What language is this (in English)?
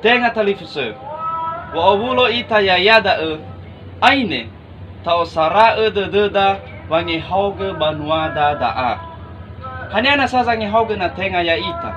Nias